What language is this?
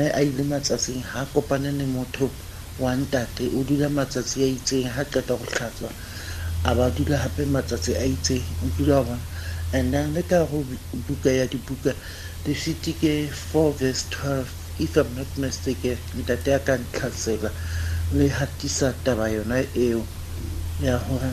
Tswana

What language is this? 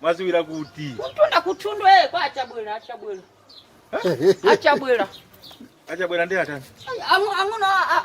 Nyanja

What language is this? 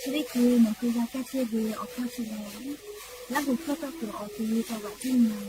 Lahu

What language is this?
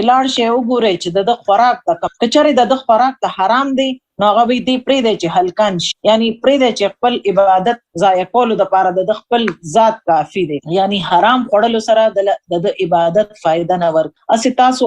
Pashto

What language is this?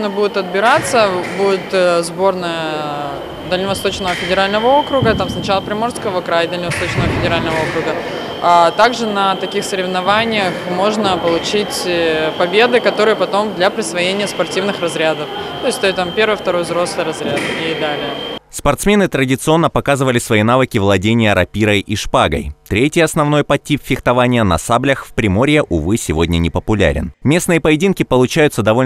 Russian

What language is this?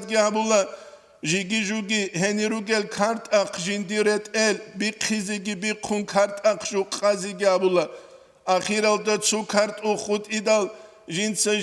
Avaric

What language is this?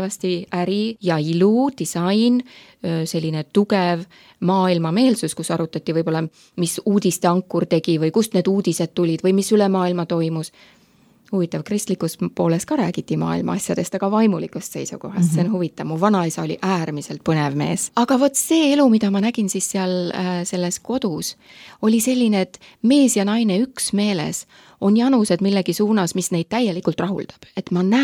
Estonian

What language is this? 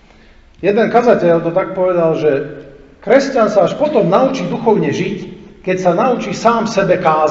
Slovak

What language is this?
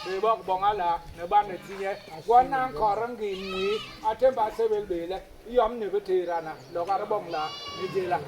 Basaa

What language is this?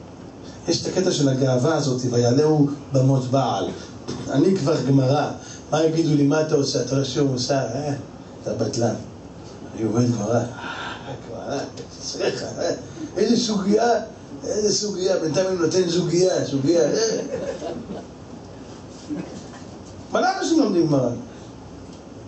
Hebrew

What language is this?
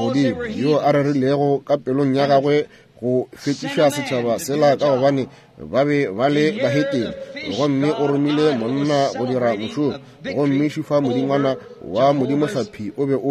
Northern Sotho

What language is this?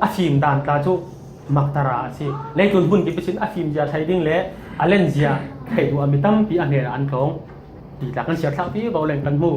Falam Chin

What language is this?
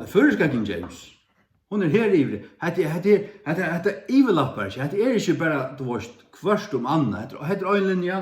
Faroese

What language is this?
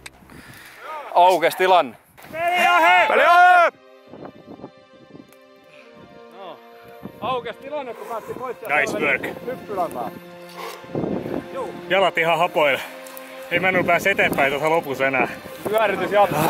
Finnish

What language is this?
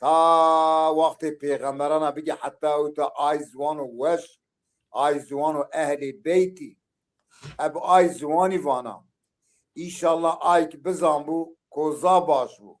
Zaza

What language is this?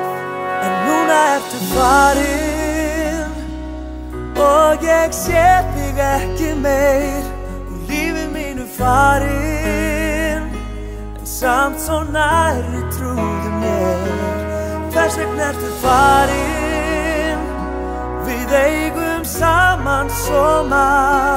Icelandic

